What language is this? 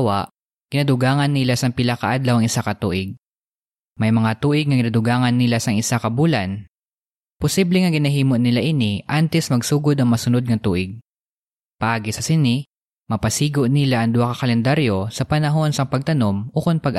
Hiligaynon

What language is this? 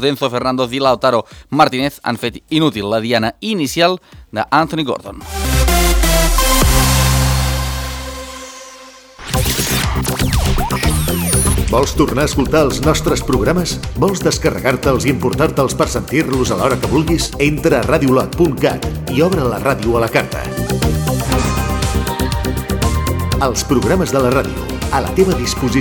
Catalan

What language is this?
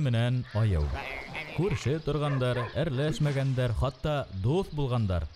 Bashkir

